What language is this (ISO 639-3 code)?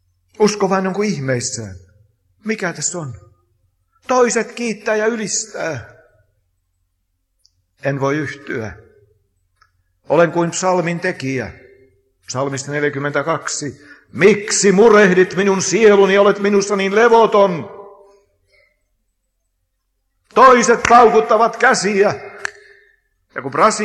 fin